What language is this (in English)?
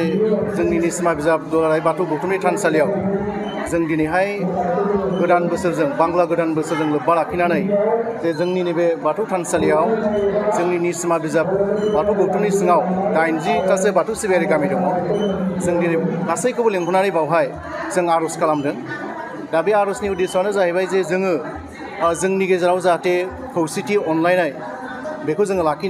Bodo